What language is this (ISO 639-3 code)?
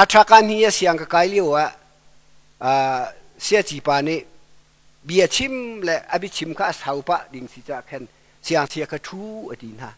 cnh